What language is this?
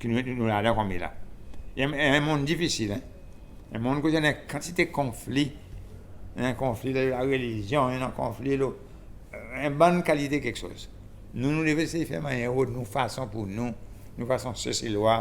Seselwa Creole French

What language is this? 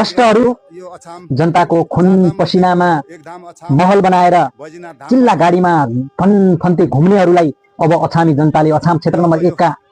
Nepali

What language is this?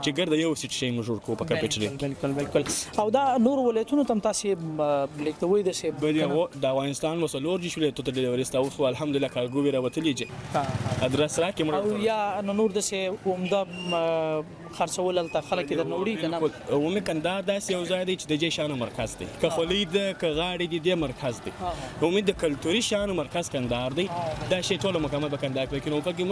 Pashto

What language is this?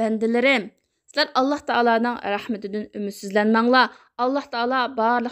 Uyghur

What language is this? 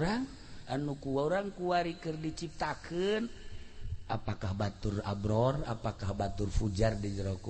Sundanese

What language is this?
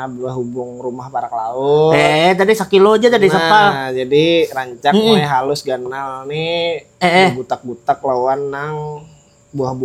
Banjar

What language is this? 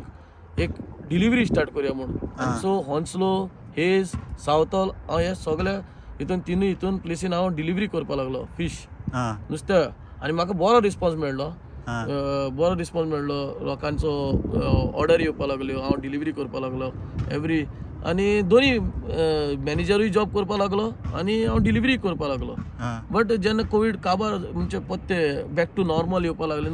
Konkani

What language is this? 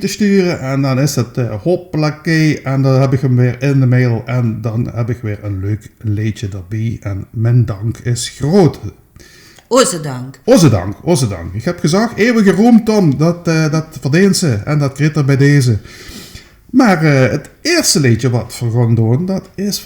Limburgish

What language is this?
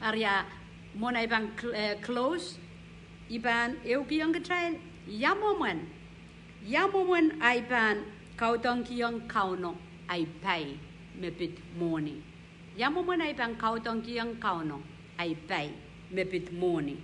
Pohnpeian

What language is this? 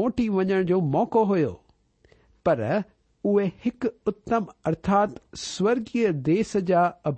Sindhi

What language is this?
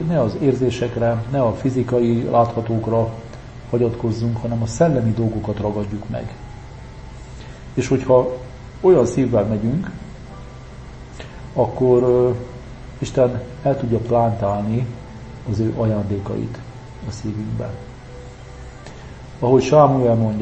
Hungarian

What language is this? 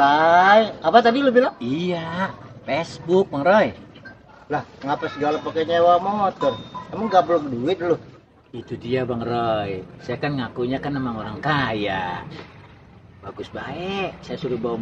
Betawi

